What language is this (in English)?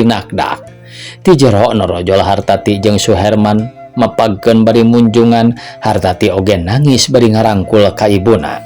Sundanese